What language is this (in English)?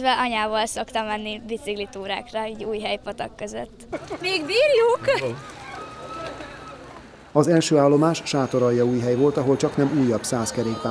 Hungarian